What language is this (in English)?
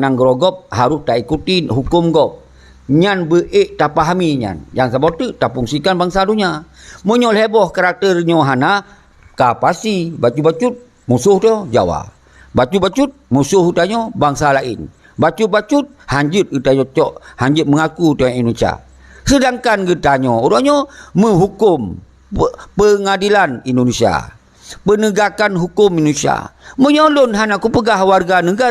Achinese